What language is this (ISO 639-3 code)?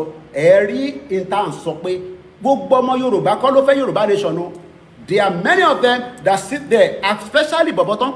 yor